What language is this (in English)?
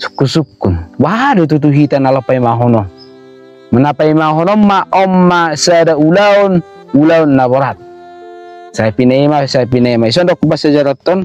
Batak Toba